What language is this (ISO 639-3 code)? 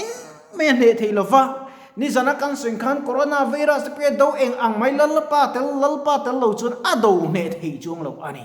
lus